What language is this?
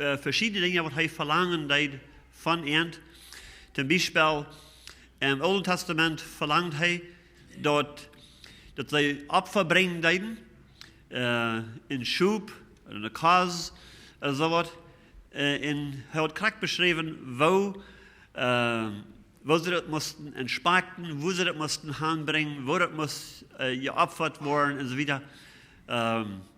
Plautdietsch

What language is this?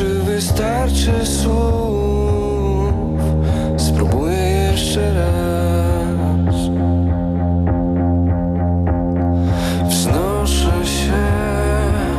Polish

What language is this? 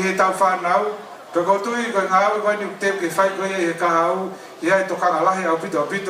Tongan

